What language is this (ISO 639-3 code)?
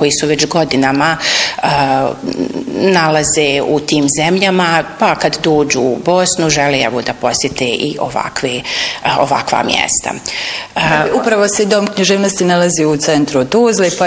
bos